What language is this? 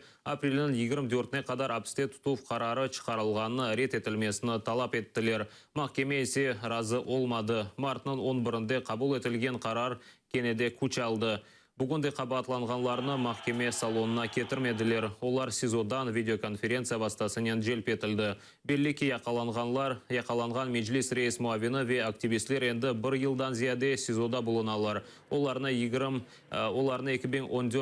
Crimean Tatar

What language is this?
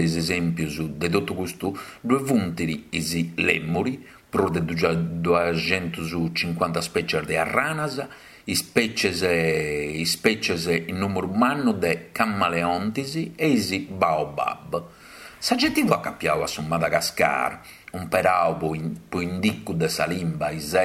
Sardinian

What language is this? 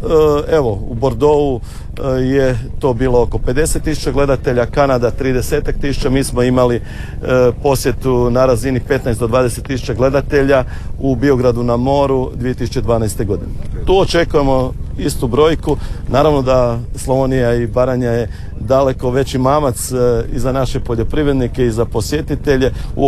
Croatian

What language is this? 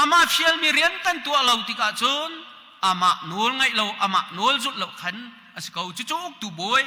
Hakha Chin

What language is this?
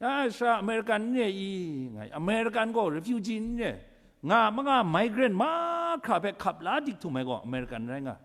Kachin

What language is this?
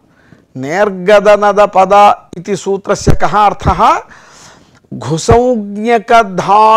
Sanskrit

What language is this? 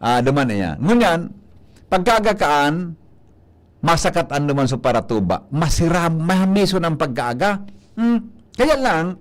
Bikol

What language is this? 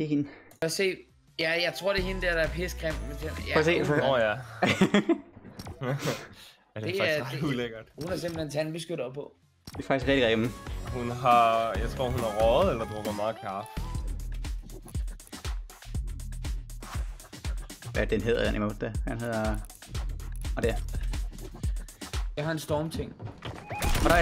Danish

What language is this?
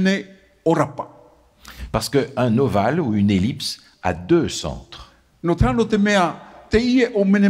Tahitian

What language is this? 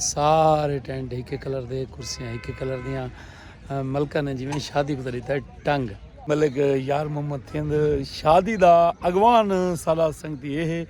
Saraiki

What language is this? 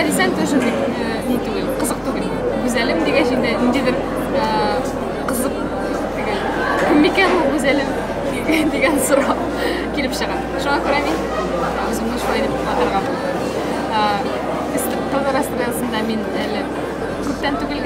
Tatar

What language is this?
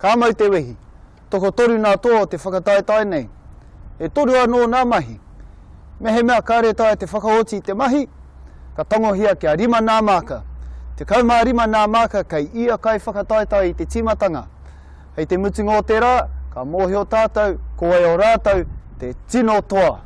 Māori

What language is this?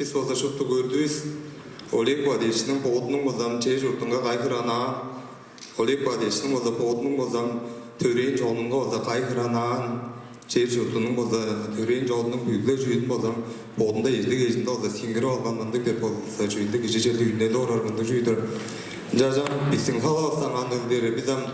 Tuvinian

